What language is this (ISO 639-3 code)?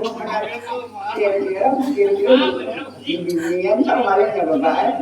bjn